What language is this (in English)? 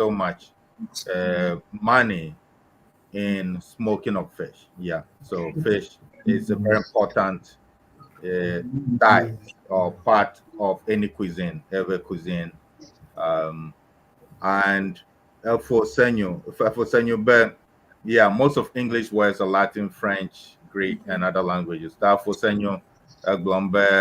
Ewe